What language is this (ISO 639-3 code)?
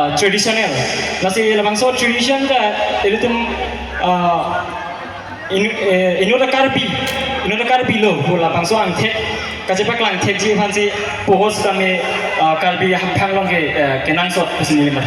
mjw